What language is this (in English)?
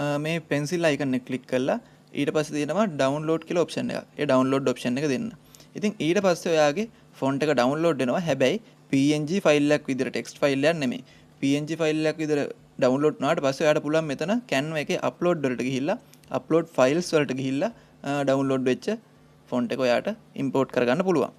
Sinhala